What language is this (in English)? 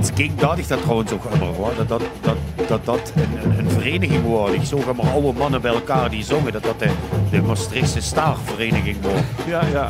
Limburgish